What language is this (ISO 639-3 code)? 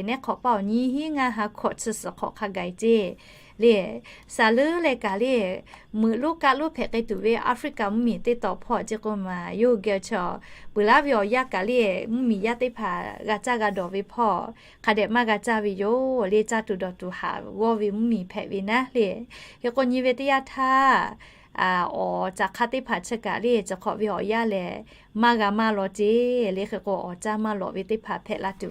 lhu